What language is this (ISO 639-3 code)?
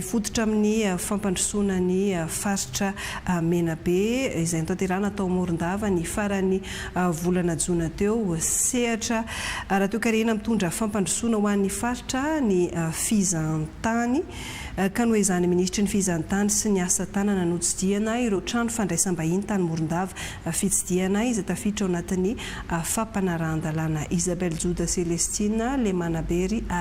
mlg